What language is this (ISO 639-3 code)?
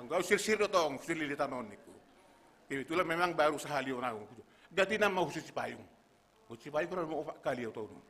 bts